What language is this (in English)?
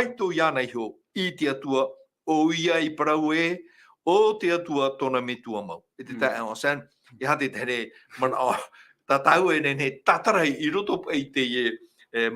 Tahitian